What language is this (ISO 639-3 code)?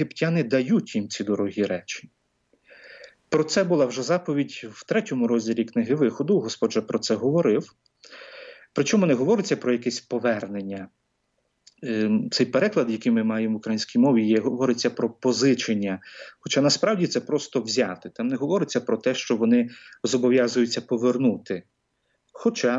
ukr